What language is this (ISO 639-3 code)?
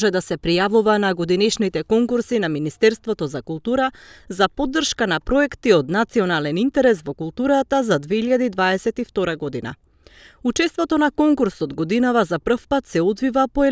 mkd